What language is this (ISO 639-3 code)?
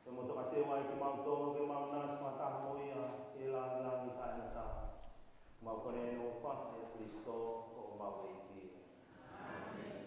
ton